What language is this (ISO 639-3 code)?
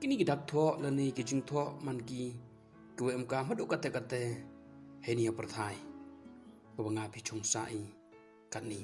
pbv